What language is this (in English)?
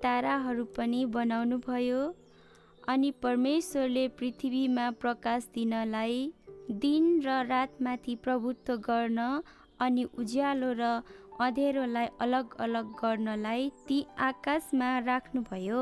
Nepali